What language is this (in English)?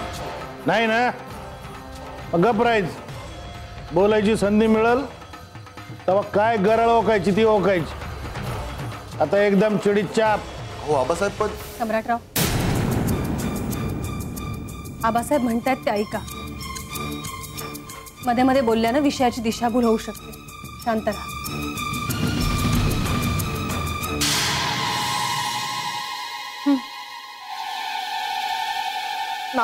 Marathi